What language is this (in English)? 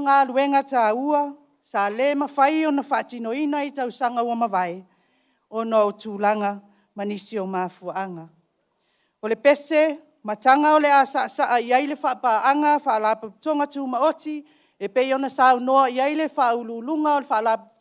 Samoan